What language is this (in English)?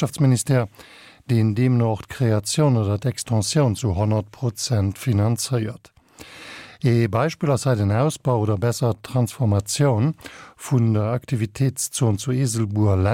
Luxembourgish